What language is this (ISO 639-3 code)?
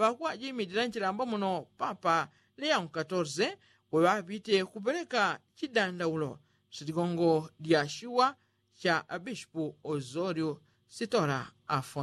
yao